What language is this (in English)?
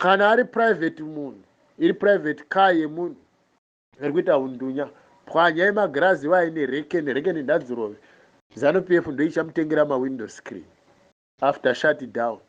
Shona